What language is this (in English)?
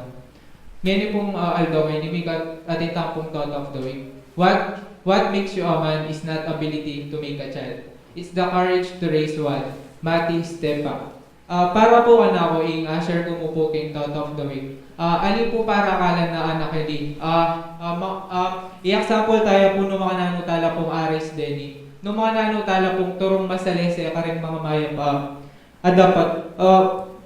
Pampanga